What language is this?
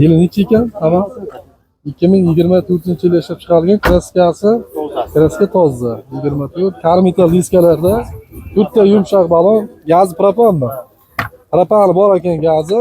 Uzbek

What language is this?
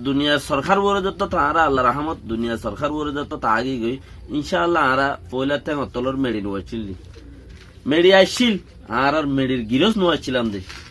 Rohingya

